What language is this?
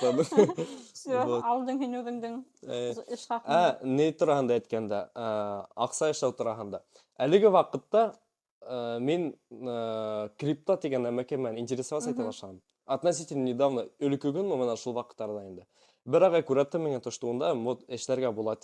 Bashkir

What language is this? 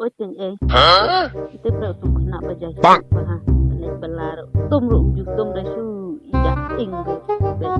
Khasi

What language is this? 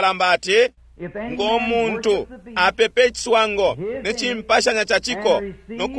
Bemba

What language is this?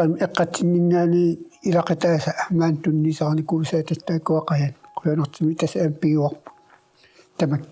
Kalaallisut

